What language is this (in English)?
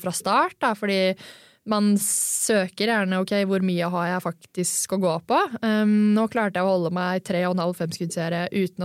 Norwegian